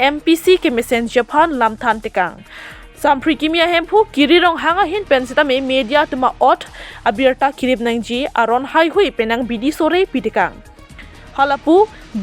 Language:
Karbi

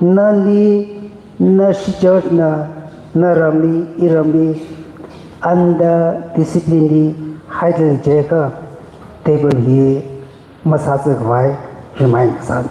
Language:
Tangkhul Naga (India)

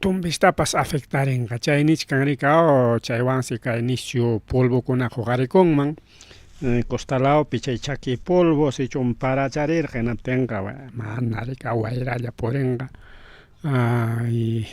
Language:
Ayacucho Quechua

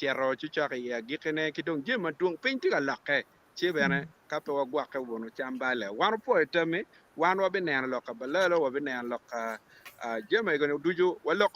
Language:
Acoli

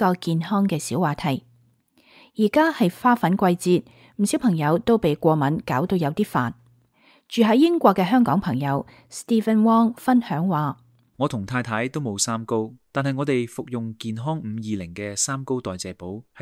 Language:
Cantonese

